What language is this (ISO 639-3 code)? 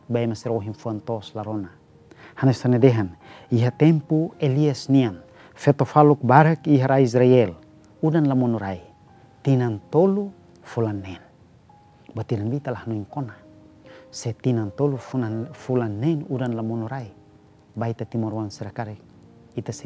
tet